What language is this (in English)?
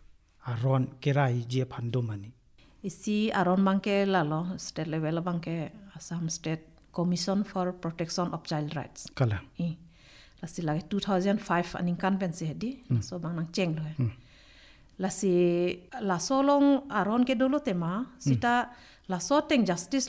Karbi